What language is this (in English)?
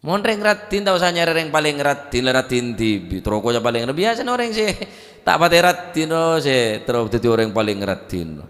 Madurese